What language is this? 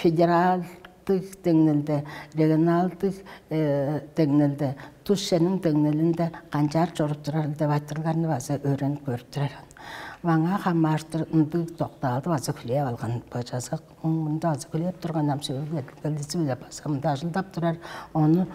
Tuvinian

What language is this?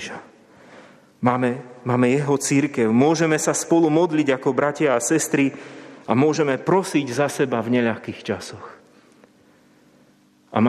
Slovak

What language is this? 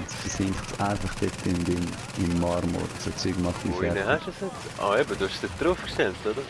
Swiss German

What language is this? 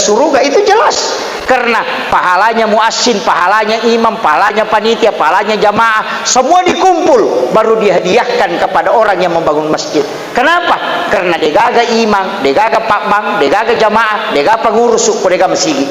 Buginese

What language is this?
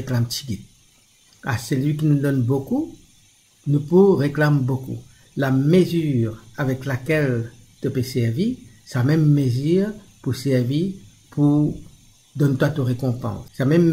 Morisyen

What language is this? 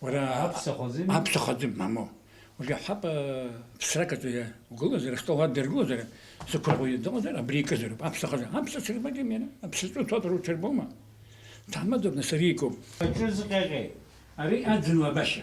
Abkhazian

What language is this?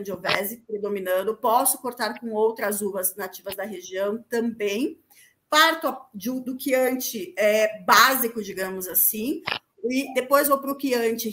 Portuguese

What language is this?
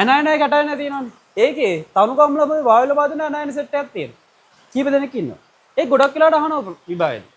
Sinhala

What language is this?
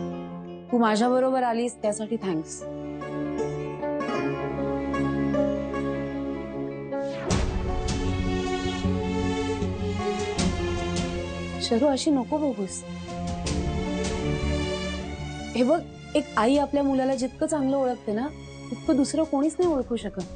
Marathi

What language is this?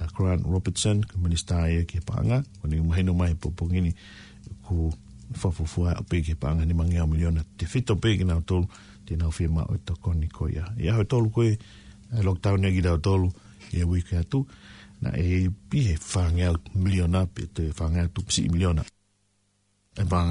Tongan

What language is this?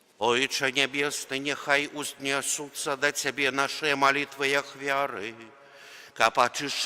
Belarusian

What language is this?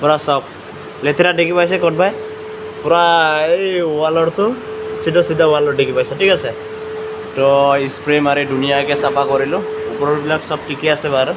Assamese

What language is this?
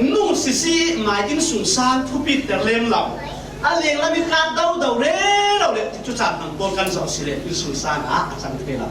Falam Chin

